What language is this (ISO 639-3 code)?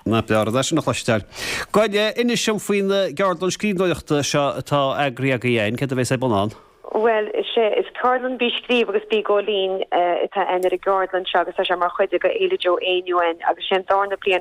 gle